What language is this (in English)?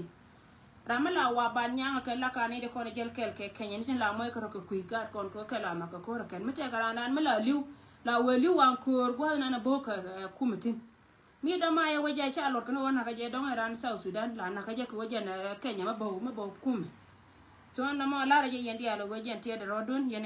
Nuer